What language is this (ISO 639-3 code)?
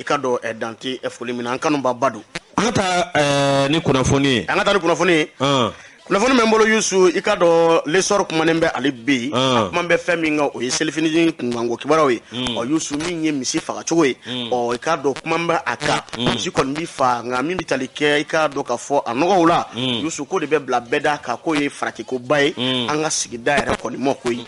bam